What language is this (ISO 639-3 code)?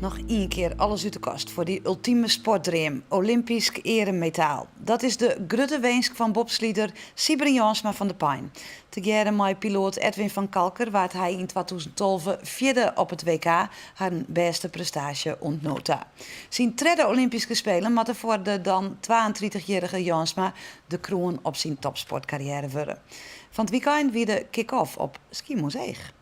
fry